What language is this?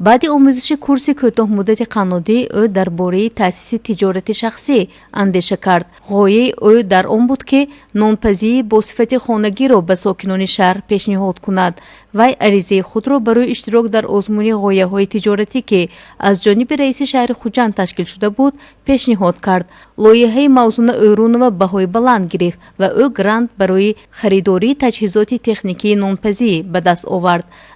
Tajik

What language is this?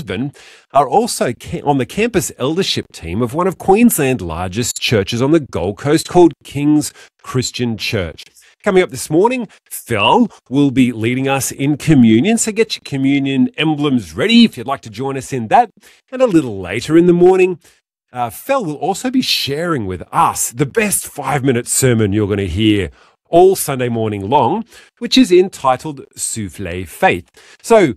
English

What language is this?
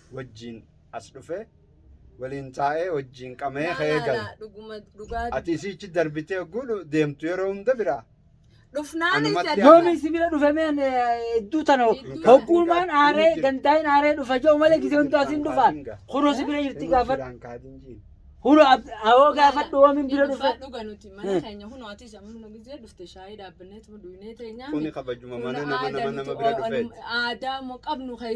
Oromo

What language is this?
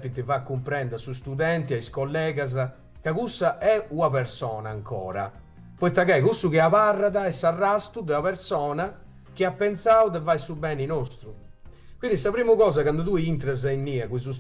Sardinian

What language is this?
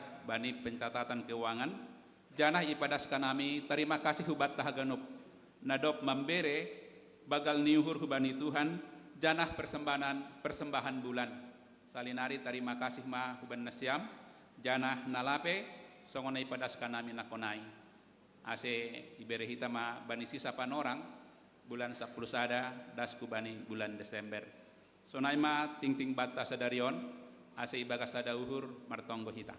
Batak Simalungun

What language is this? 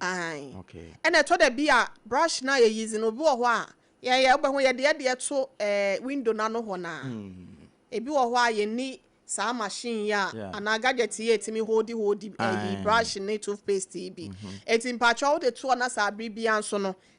Akan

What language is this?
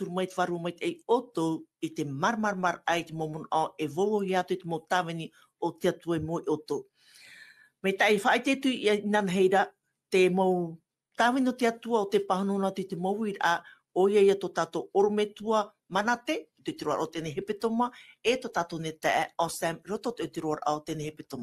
Tahitian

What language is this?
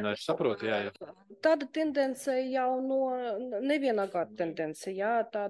Latvian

